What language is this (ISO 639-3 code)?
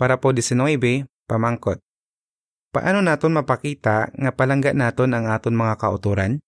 hil